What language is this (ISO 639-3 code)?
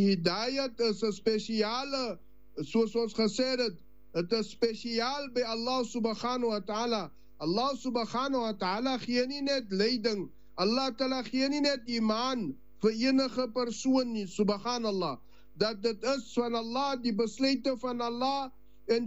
afr